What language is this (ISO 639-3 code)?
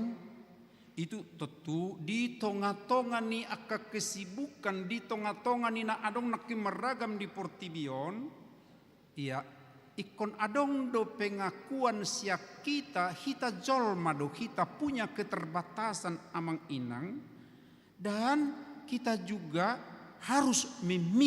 bbc